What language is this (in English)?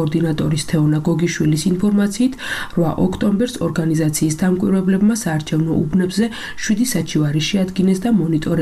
Georgian